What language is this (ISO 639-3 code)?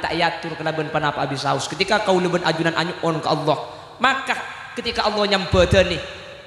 mad